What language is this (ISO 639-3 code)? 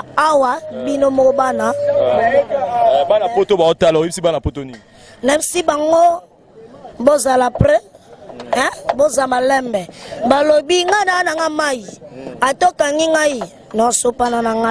lin